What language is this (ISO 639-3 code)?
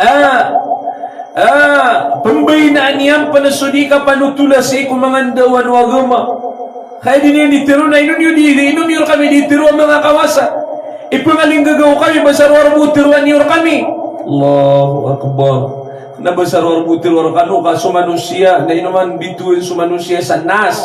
mrw